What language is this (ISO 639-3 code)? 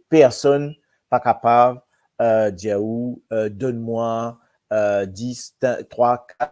mfe